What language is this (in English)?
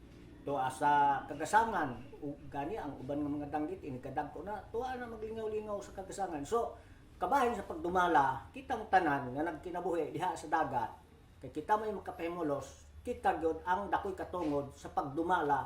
Cebuano